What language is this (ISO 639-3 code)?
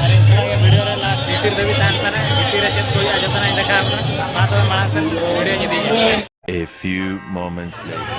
sat